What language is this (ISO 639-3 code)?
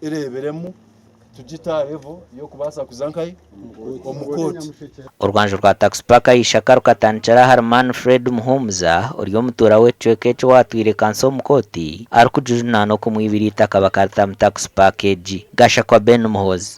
nyn